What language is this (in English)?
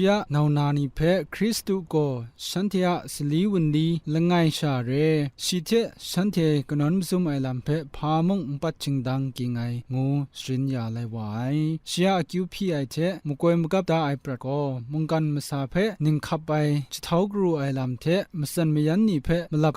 Kachin